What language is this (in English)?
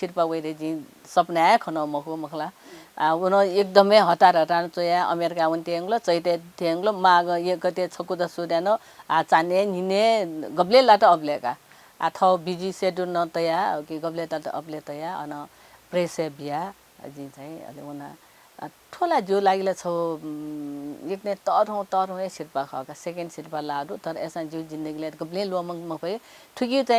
Newari